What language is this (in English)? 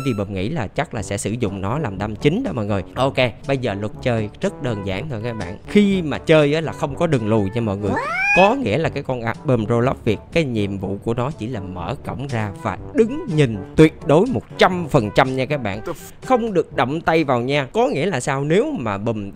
Vietnamese